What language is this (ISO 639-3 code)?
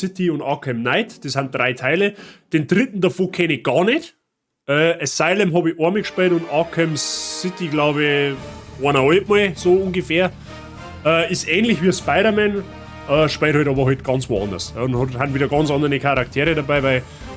bar